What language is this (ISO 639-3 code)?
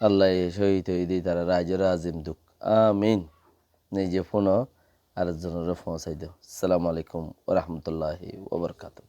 rhg